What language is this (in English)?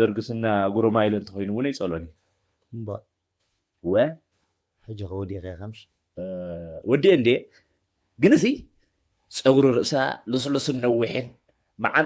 Tigrinya